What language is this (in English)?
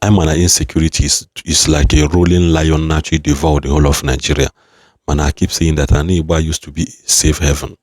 Igbo